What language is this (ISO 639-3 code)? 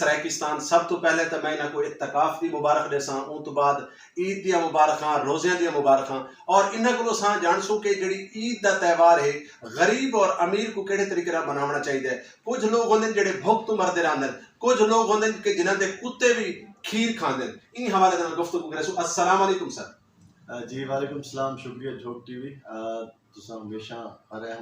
skr